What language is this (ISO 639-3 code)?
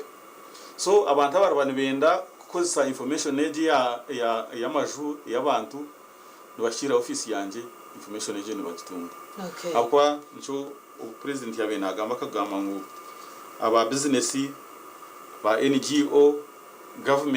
nyn